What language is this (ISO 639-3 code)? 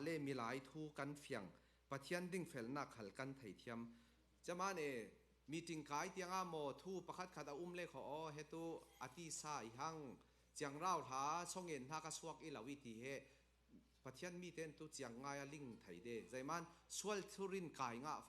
cfm